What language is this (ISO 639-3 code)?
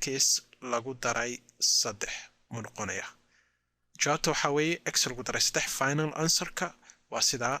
som